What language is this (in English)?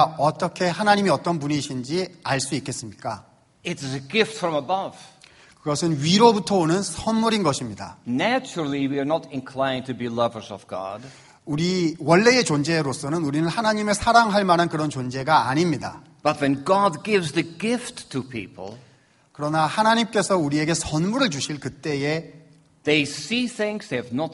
Korean